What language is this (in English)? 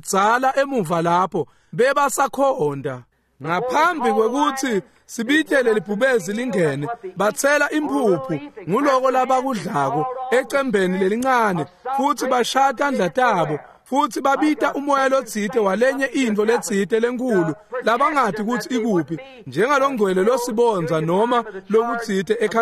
Swati